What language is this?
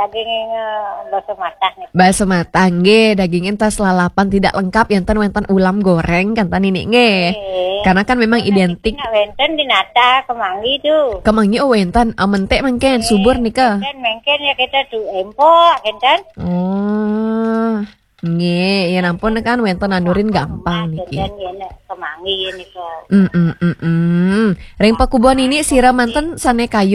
Balinese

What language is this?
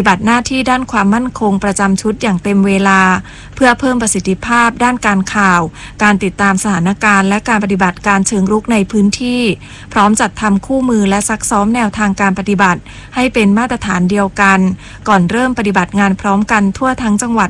Thai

